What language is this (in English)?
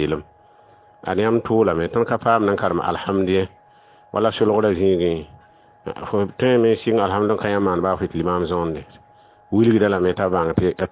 Mossi